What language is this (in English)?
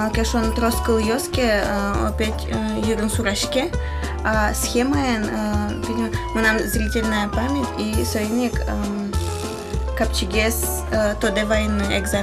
Udmurt